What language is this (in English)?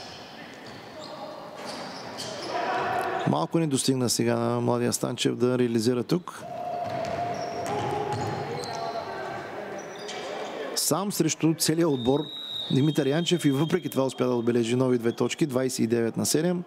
Bulgarian